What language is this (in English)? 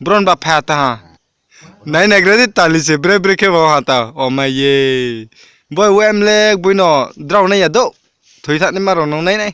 Riang (India)